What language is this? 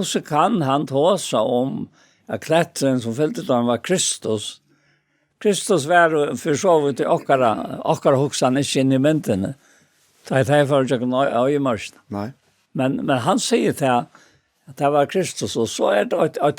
Faroese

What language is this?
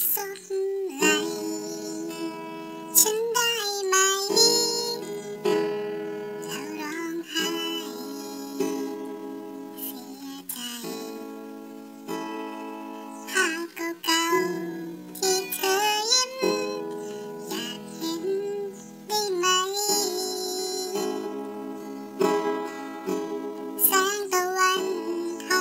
Thai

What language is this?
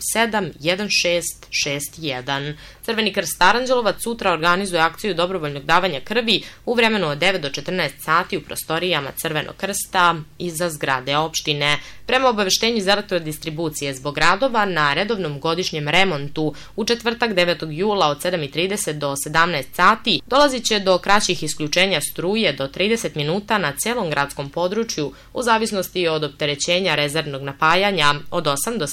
Serbian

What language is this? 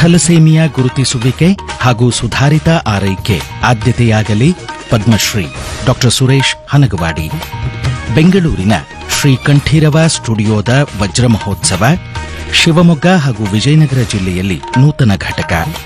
Kannada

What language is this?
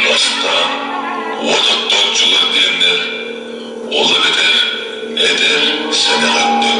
Yakut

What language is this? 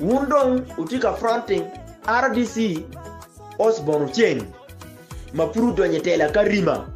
Acoli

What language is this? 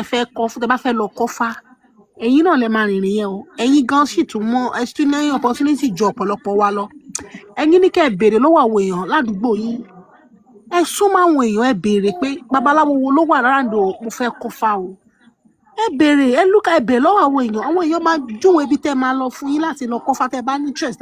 Yoruba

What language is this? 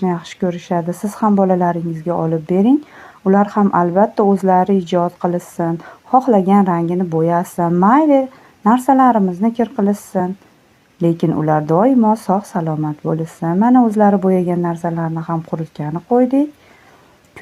Uzbek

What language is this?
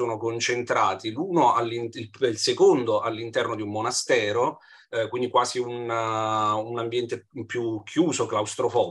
Italian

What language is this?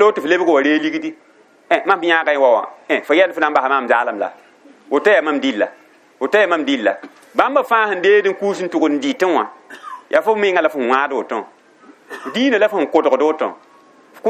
Mossi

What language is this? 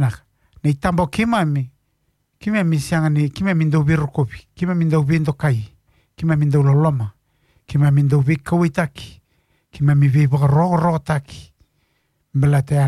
Fijian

